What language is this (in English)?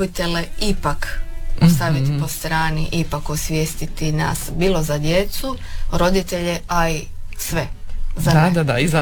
Croatian